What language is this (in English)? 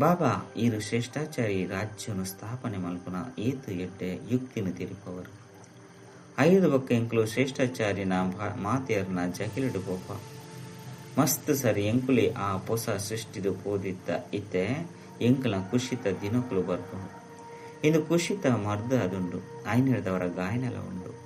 Tulu